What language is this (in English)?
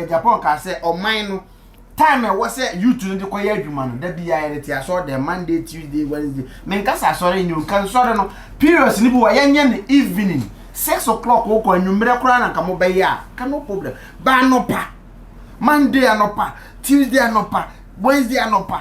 Akan